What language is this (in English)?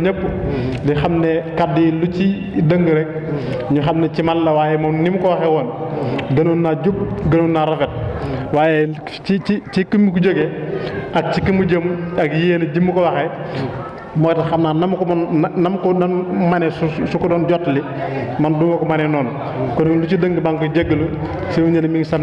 Wolof